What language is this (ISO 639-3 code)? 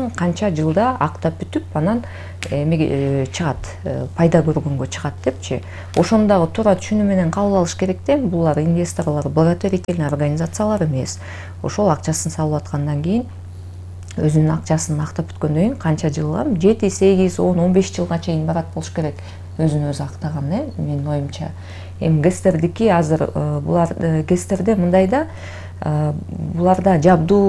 kir